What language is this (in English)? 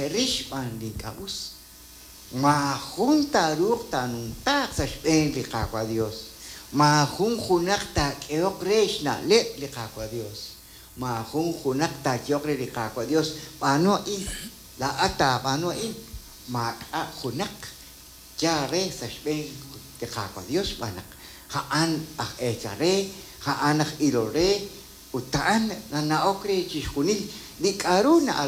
Kekchí